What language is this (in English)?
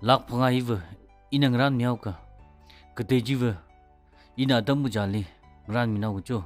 Tangkhul Naga (India)